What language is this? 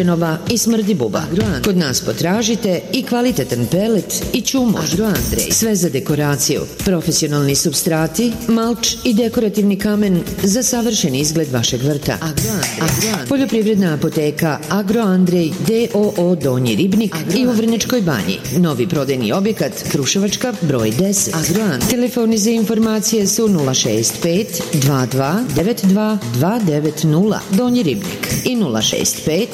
Serbian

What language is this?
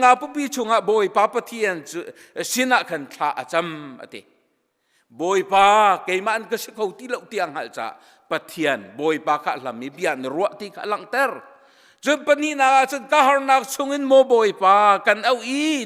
Hakha Chin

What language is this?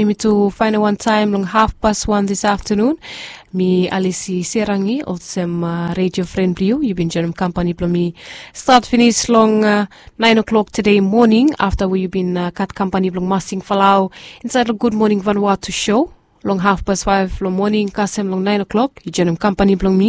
Bislama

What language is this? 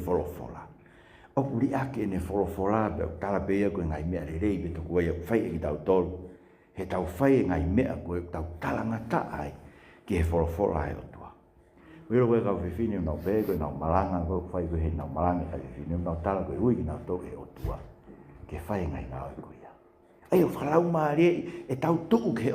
Tongan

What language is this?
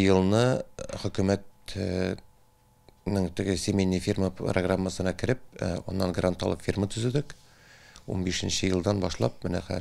Tatar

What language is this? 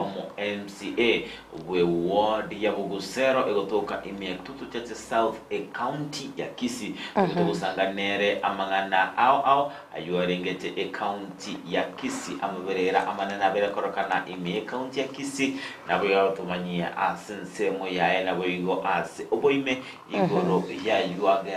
Gusii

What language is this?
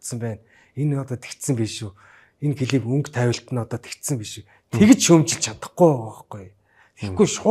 Mongolian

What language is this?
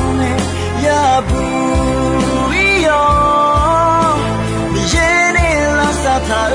Akha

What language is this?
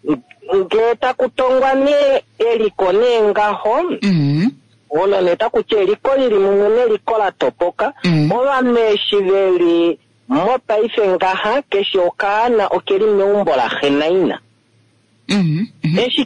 Kuanyama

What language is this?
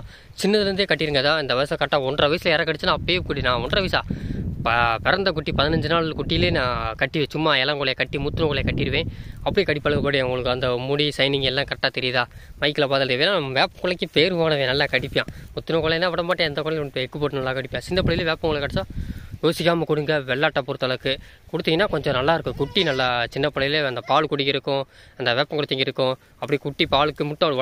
Tamil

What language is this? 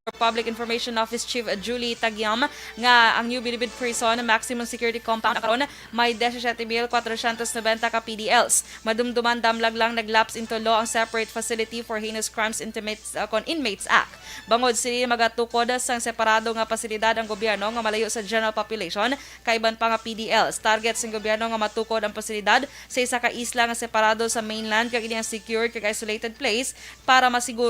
Hiligaynon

